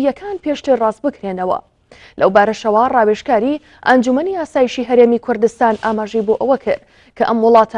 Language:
Central Kurdish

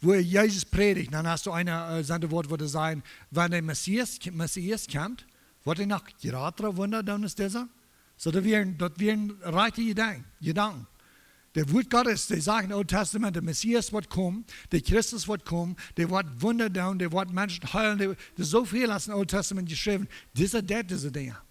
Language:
Plautdietsch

